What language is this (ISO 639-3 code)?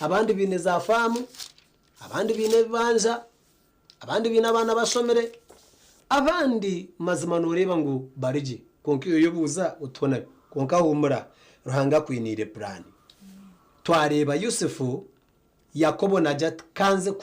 nyn